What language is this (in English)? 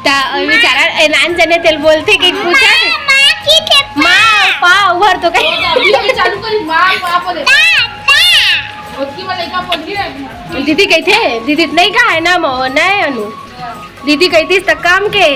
Chhattisgarhi